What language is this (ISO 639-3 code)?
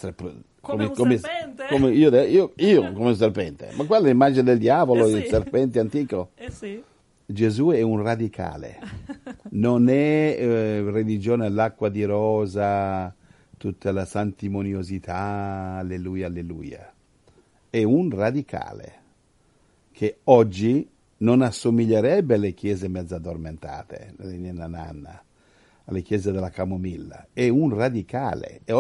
ita